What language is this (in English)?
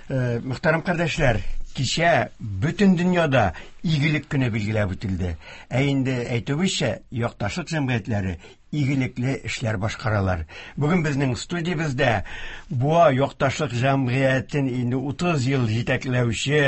Tatar